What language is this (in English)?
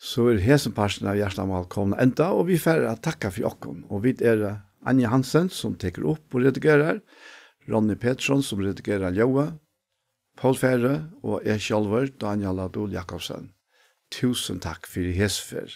Faroese